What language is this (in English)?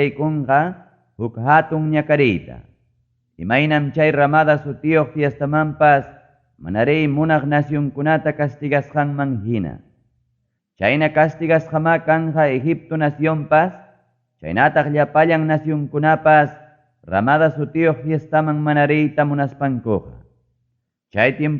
Ayacucho Quechua